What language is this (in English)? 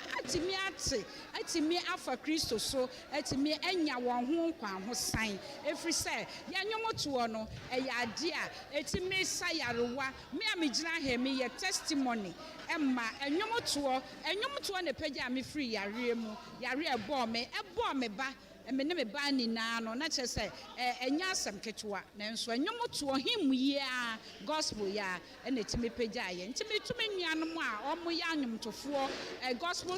Akan